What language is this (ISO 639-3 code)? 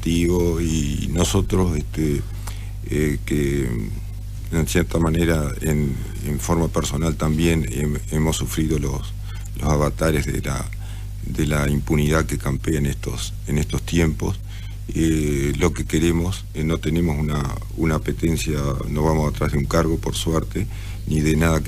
spa